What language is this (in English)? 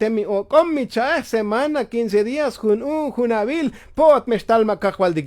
Tzotzil